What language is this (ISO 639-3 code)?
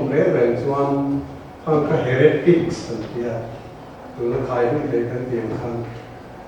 lus